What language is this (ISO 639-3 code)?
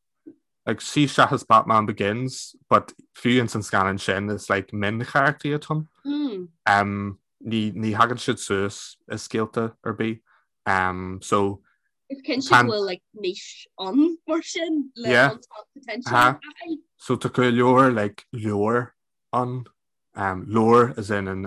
gle